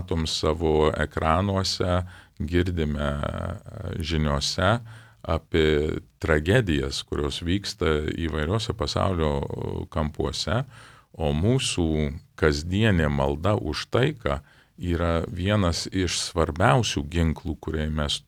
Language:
Lithuanian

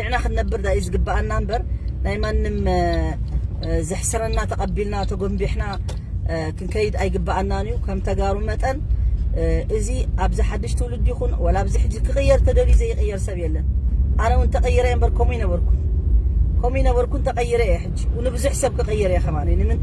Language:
Tigrinya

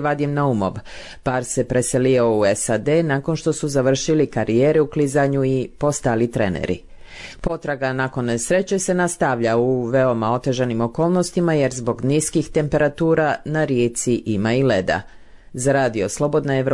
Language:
Bosnian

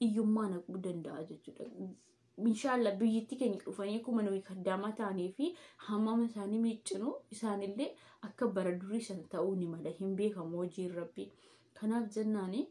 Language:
Oromo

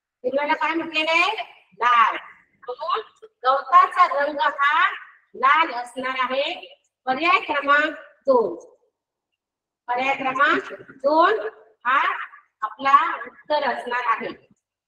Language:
Marathi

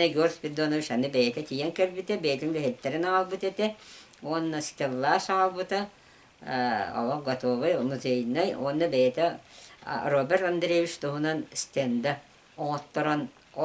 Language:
Yakut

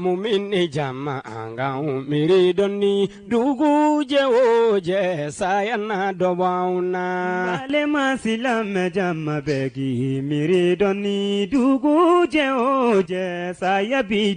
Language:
Bambara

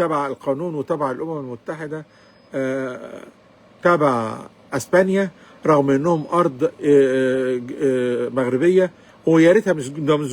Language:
Egyptian Arabic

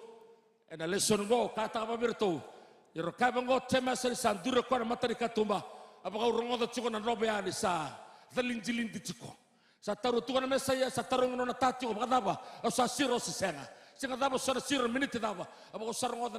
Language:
Fijian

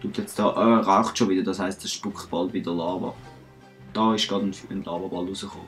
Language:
Swiss German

